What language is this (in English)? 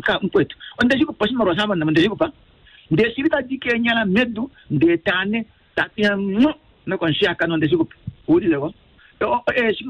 Kuanyama